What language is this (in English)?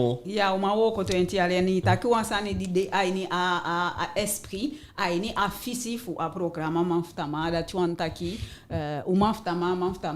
Eastern Maroon Creole